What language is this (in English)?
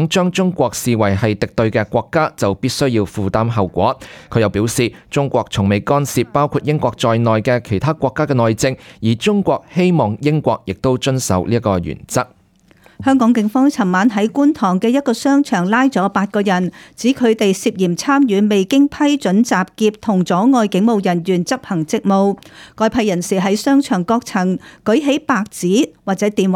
Cantonese